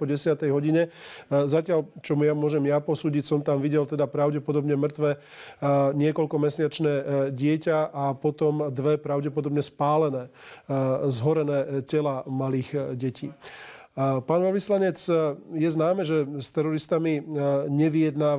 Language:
Slovak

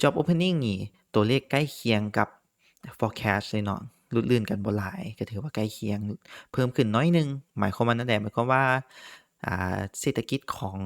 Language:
Lao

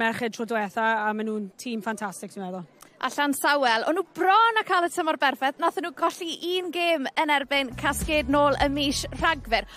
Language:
Welsh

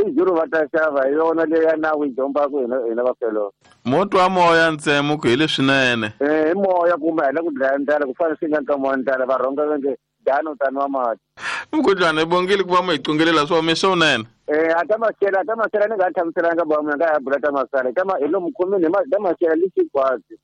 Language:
Tsonga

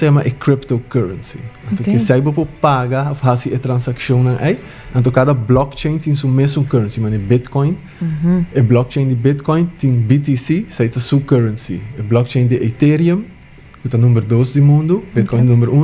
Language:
Papiamento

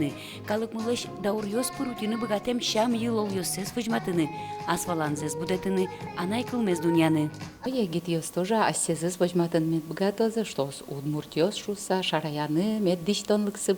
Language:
Udmurt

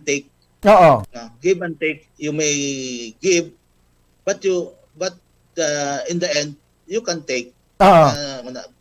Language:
Hiligaynon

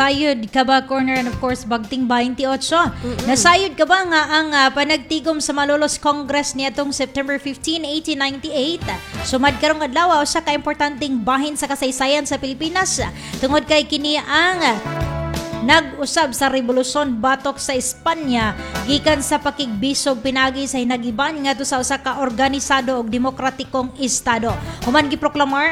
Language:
Cebuano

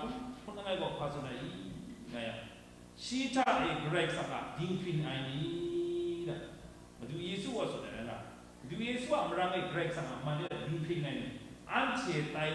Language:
Kachin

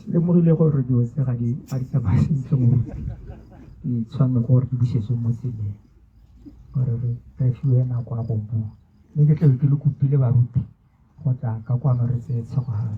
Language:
Tswana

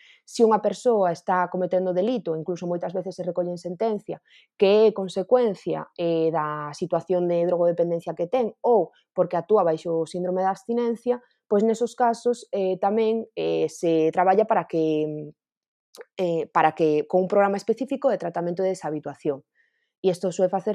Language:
Galician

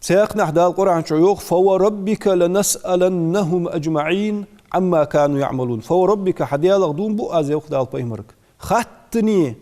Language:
Ingush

